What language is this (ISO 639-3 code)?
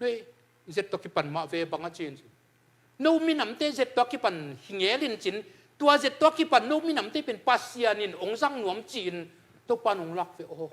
ctd